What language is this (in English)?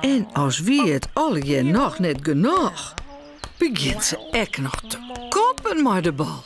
Western Frisian